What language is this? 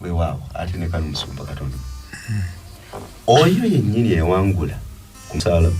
Ganda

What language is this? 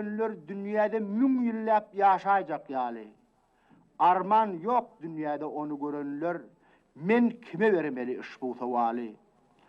Turkmen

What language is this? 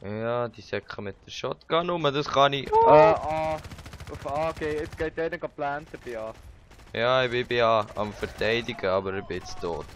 Swiss German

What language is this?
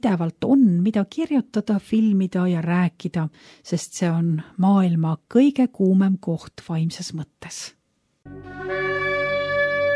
Estonian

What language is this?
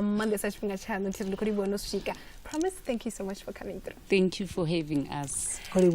Venda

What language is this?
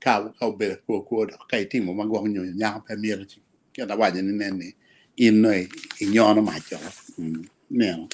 Acoli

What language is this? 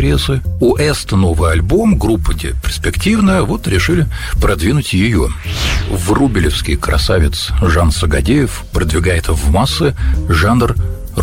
Russian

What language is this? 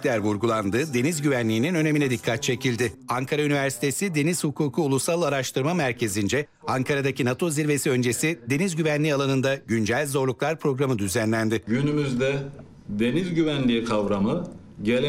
Turkish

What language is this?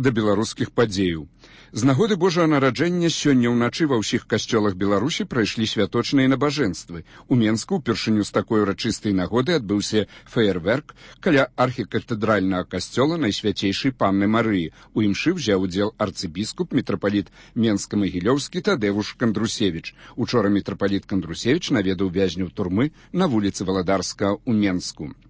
Belarusian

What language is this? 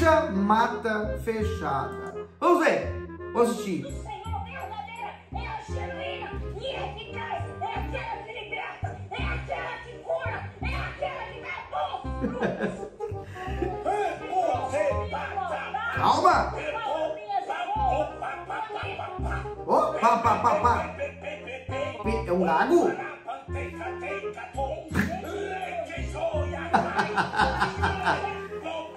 Portuguese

